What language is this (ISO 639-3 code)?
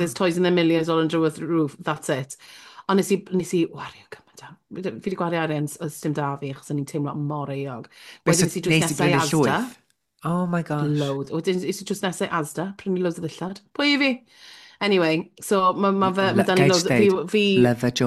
cym